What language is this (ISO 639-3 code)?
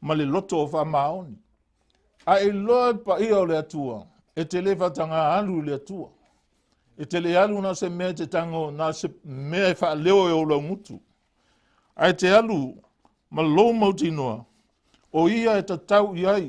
smo